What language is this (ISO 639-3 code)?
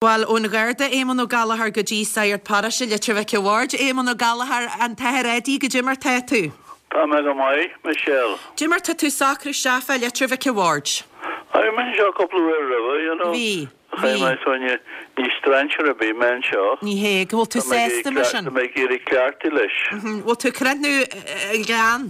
gle